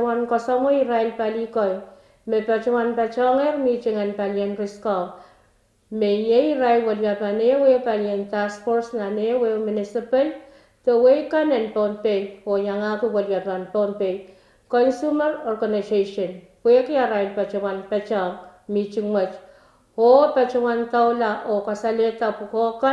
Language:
Pohnpeian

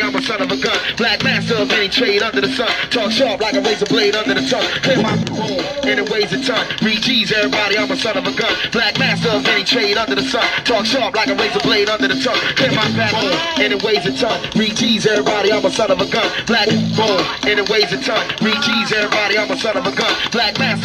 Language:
English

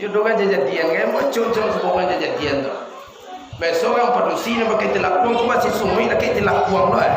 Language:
Minangkabau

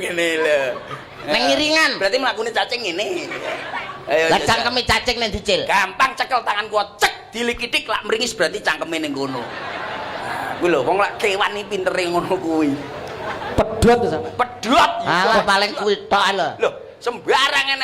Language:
Javanese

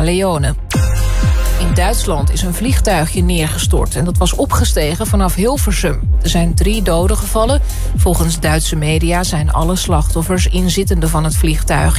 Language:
Dutch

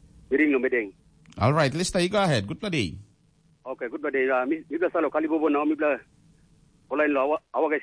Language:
Tok Pisin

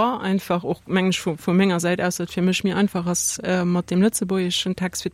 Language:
Luxembourgish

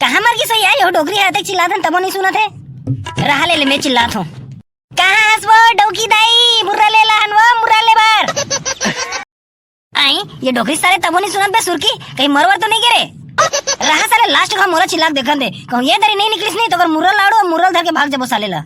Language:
Chhattisgarhi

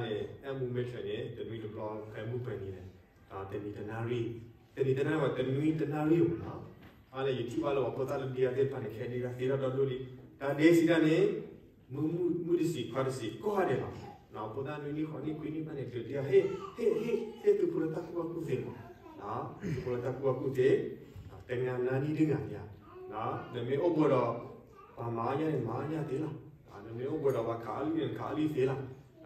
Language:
S'gaw Karen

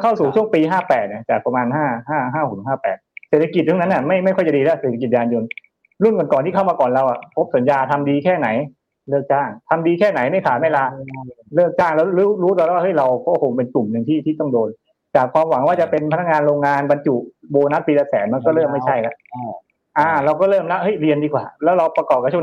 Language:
Thai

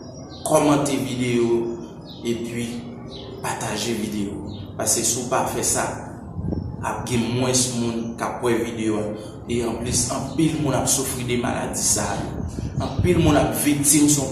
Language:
Haitian Creole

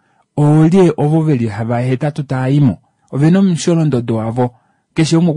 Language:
Kuanyama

